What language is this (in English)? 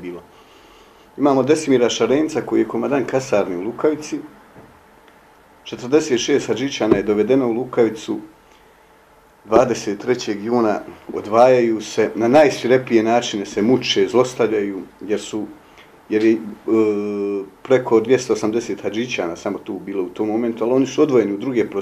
Bosnian